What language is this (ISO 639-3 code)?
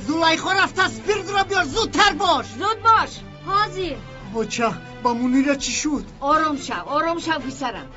tgk